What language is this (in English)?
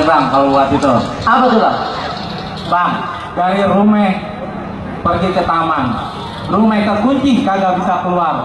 Betawi